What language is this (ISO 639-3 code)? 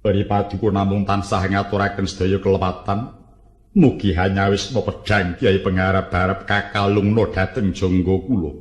jav